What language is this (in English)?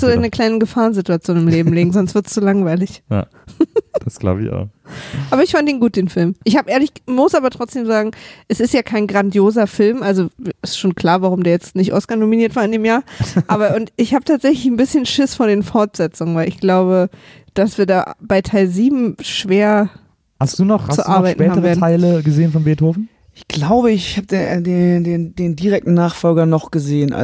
German